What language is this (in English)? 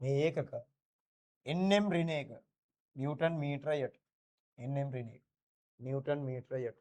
Sinhala